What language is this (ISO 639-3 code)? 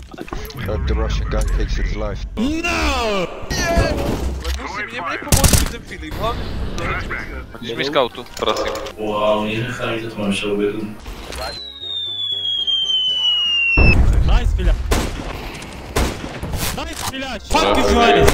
slk